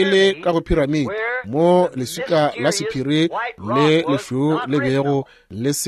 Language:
Northern Sotho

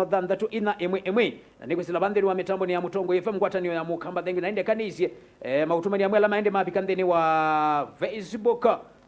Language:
Kamba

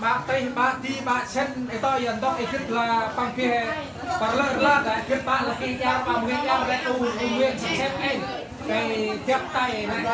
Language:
Central Mnong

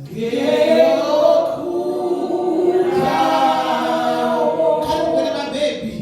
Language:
Venda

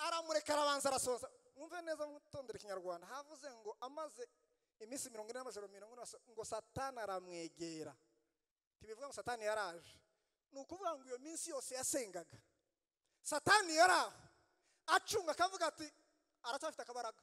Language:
Kinyarwanda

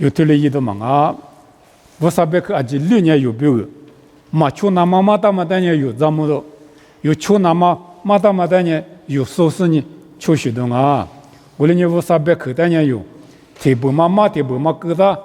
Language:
Lisu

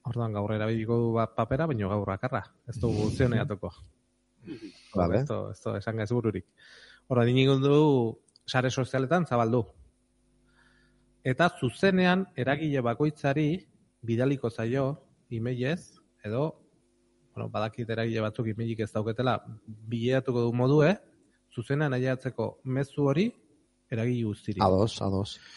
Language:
Basque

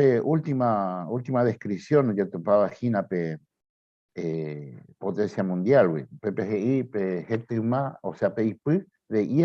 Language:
Guarani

